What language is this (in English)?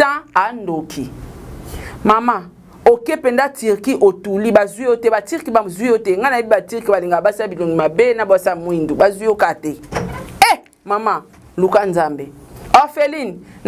Lingala